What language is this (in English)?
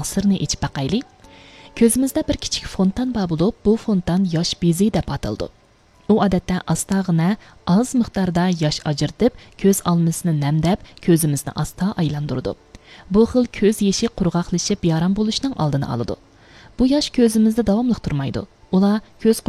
Uyghur